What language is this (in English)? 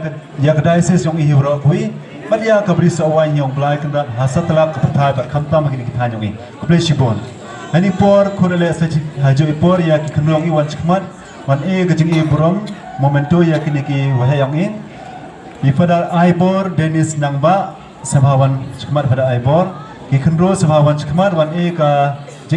Khasi